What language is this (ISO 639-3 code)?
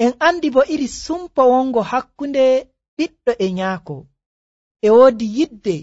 fuv